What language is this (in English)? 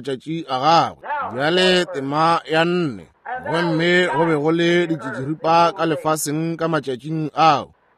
Northern Sotho